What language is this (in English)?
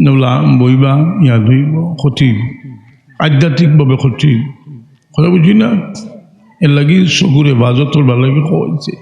Sylheti